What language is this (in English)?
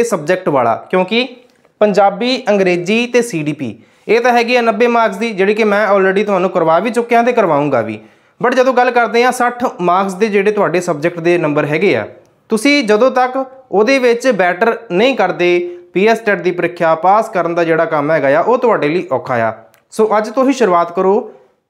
Punjabi